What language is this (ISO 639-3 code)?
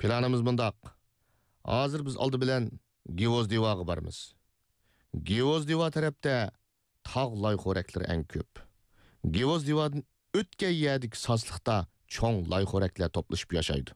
uig